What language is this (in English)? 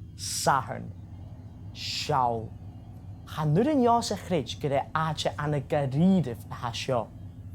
Scottish Gaelic